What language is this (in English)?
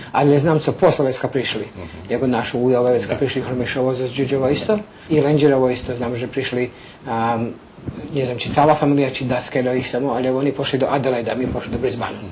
Rusyn